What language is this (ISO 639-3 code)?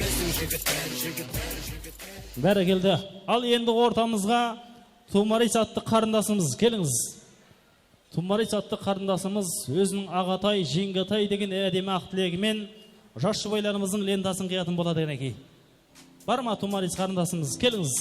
kaa